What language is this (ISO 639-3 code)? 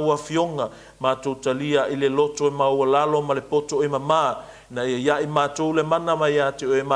smo